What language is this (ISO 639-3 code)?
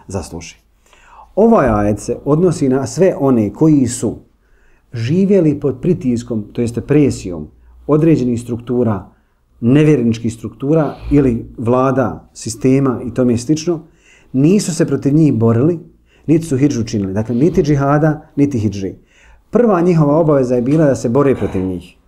bos